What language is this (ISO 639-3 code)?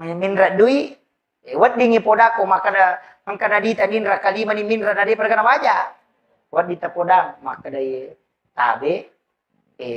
bug